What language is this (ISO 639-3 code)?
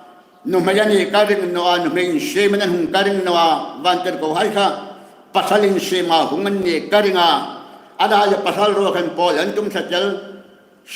hmr